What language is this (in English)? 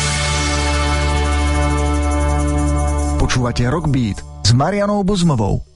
Slovak